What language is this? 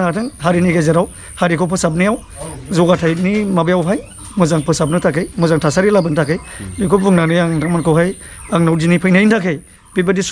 Bodo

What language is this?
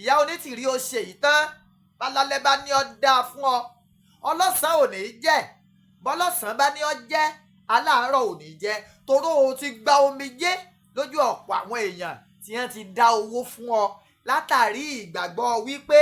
Yoruba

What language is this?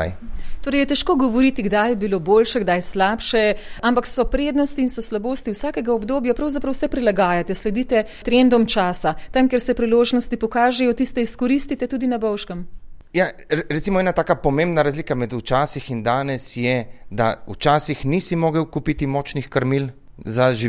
Slovenian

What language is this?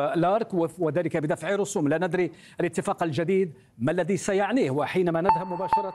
Arabic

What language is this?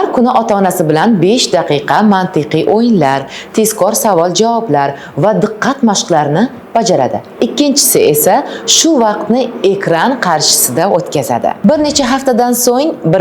Uzbek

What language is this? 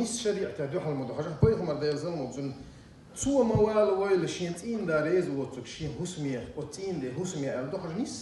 Chechen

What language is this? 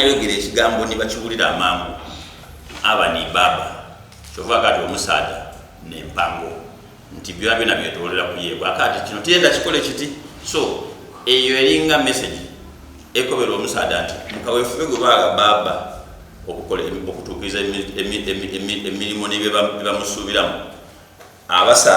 Soga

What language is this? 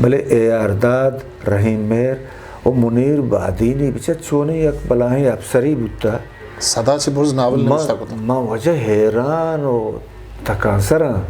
Eastern Balochi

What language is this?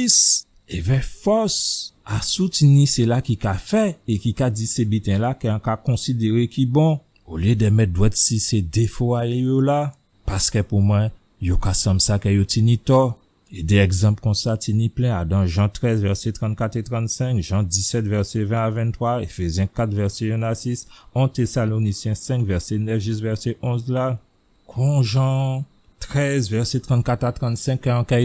Guadeloupean Creole French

